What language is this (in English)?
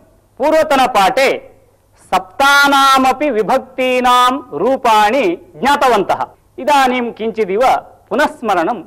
Sanskrit